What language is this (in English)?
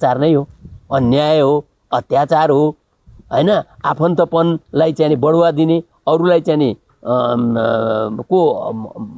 Nepali